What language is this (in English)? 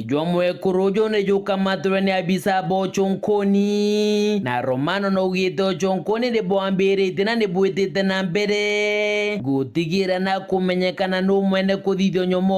Meru